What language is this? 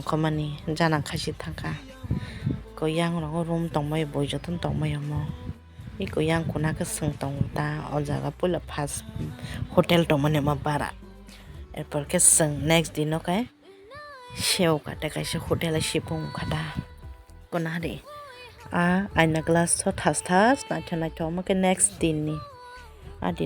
Kok Borok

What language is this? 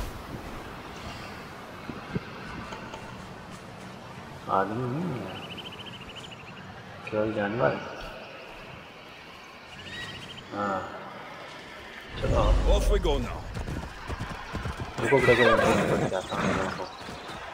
Hindi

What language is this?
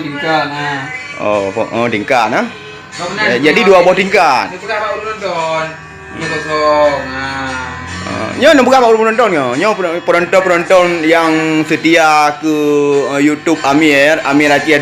Achinese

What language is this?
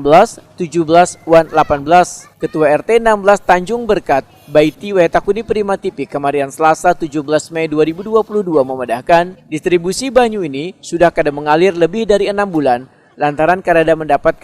Banjar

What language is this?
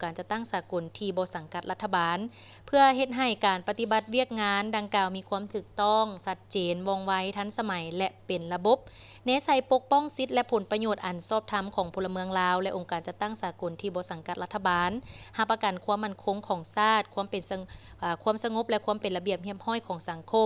Lao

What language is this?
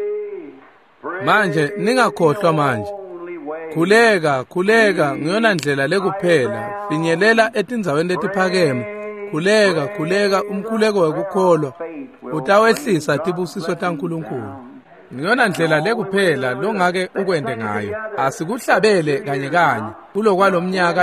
Swati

